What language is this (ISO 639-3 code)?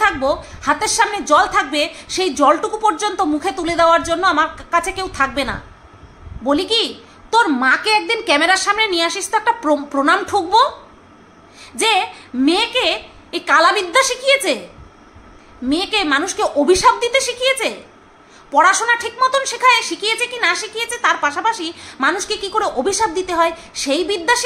ben